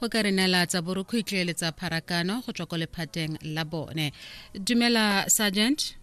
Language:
Tswana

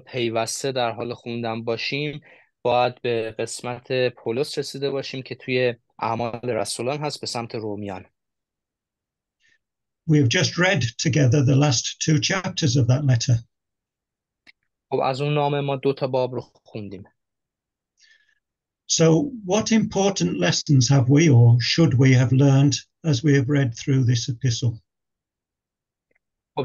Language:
Persian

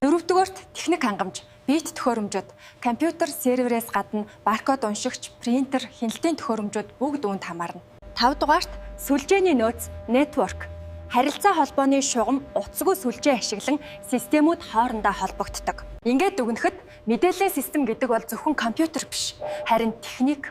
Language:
Mongolian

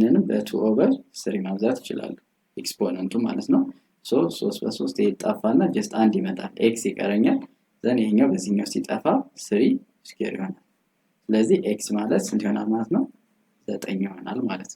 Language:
Amharic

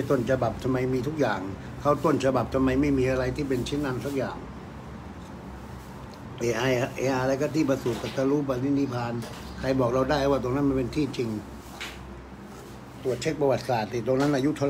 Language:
Thai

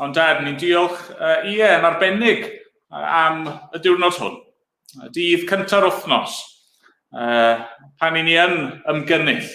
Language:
Welsh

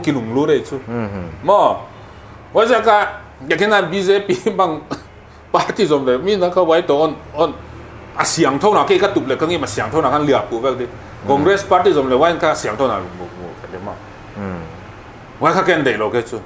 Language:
Paite Chin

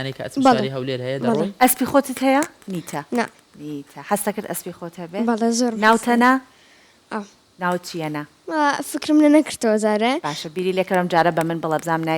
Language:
Central Kurdish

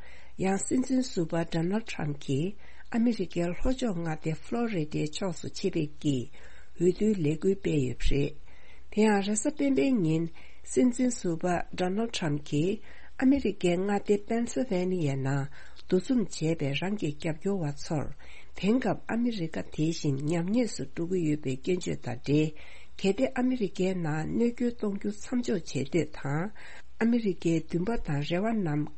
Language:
Tibetan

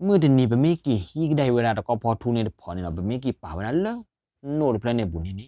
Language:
S'gaw Karen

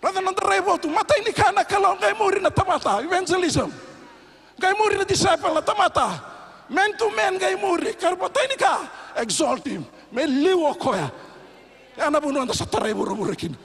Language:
Fijian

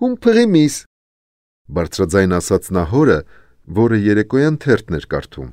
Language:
Armenian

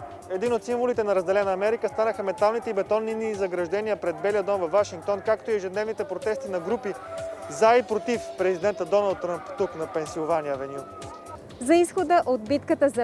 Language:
Bulgarian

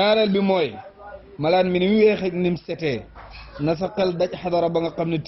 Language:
Wolof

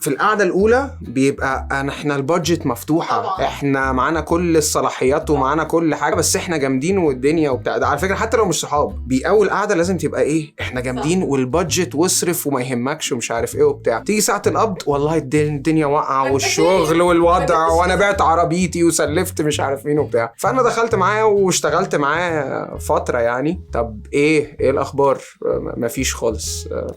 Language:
Egyptian Arabic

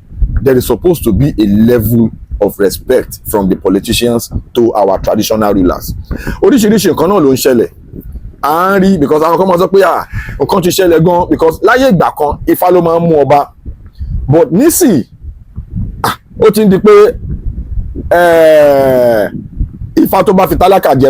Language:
Yoruba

